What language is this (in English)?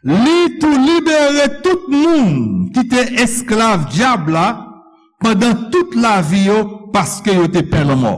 Haitian Creole